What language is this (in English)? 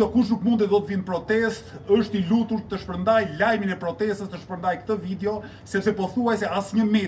Albanian